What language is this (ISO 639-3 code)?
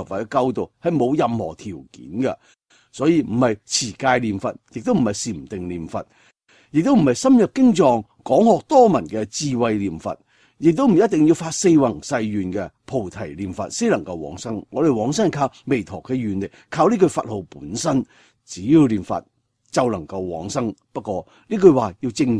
yue